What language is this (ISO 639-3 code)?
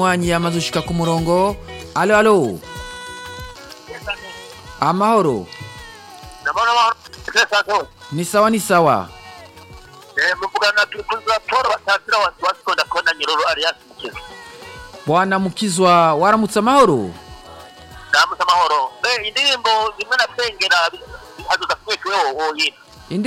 run